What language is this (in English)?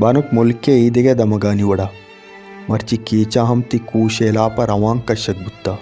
Baluchi